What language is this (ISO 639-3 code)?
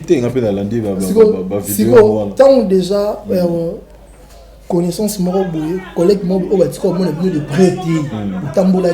lin